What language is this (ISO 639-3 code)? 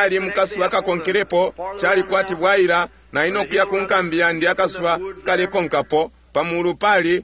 bem